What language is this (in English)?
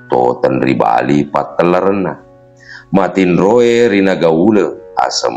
Buginese